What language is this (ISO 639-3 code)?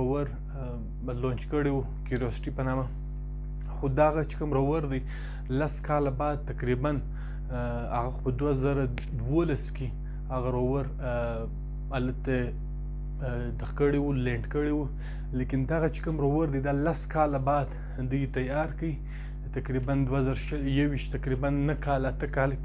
pus